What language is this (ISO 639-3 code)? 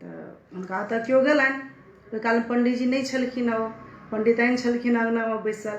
mai